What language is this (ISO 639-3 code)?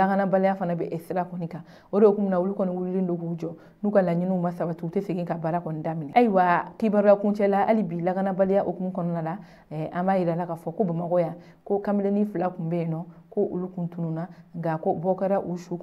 bam